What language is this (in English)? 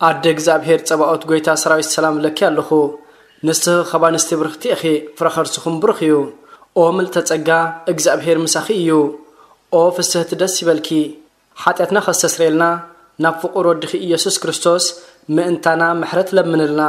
Tigrinya